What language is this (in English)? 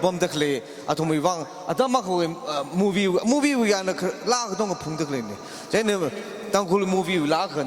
Tangkhul Naga (India)